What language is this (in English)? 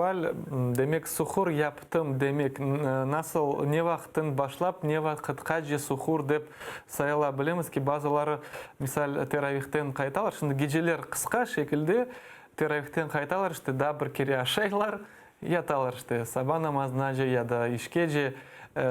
Crimean Tatar